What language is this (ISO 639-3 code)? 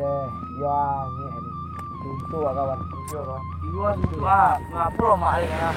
min